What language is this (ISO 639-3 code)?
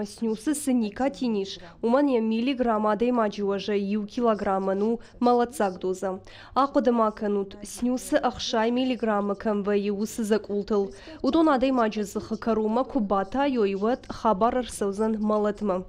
oss